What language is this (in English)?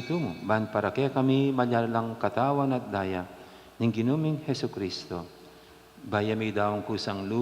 Pampanga